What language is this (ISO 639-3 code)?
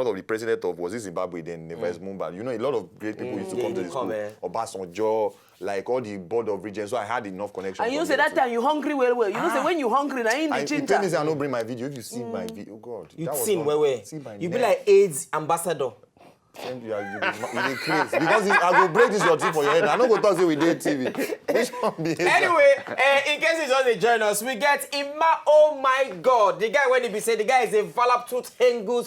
pcm